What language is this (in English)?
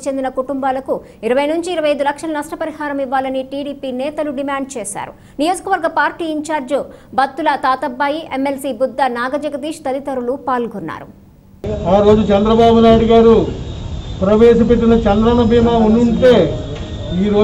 Telugu